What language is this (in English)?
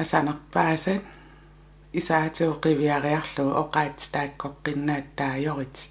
Kalaallisut